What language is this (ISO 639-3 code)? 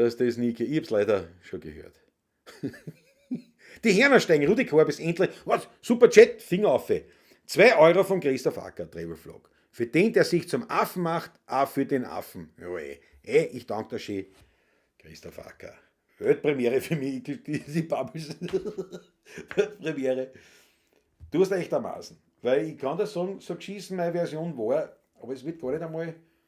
bar